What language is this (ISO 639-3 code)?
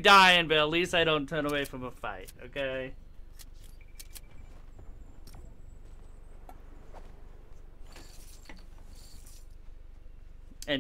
eng